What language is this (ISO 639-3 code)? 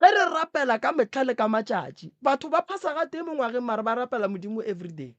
nso